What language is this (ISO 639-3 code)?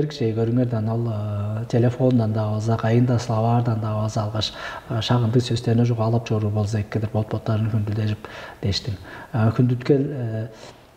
tyv